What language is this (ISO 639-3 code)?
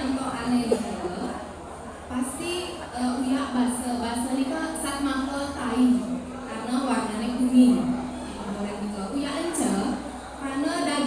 ban